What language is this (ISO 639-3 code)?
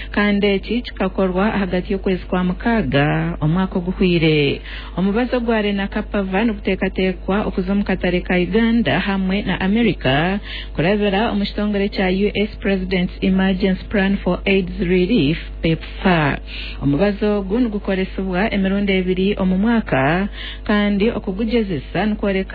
nyn